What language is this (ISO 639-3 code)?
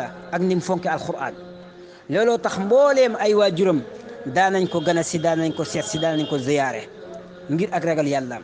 wol